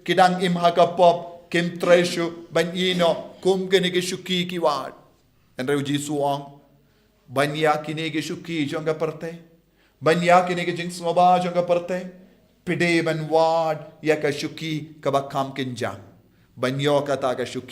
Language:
Khasi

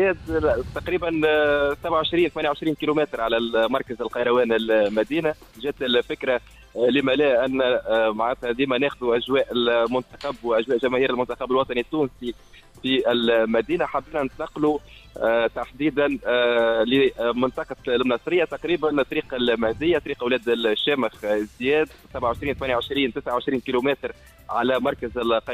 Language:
Tunisian Arabic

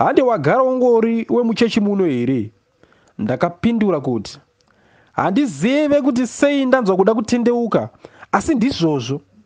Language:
Shona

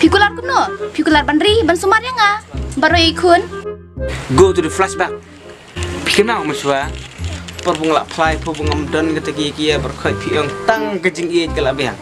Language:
Khasi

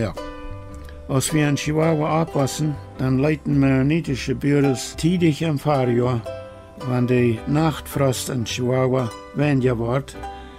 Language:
Plautdietsch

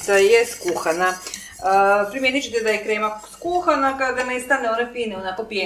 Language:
Croatian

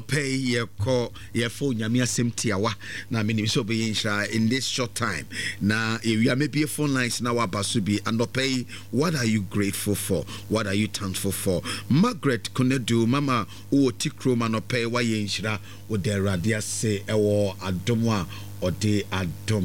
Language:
Akan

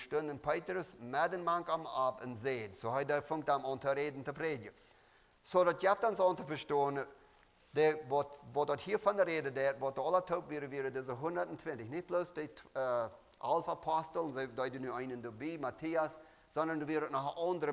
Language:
Plautdietsch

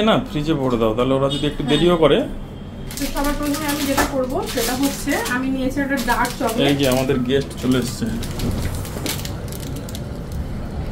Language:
Bangla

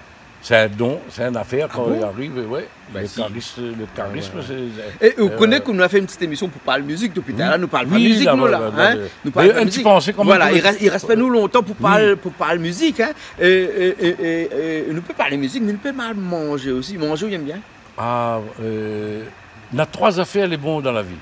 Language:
Réunion Creole French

